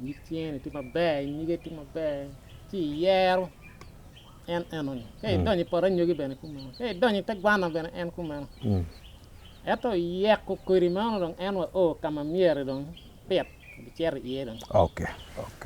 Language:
Acoli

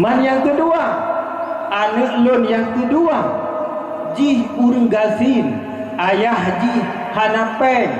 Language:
Achinese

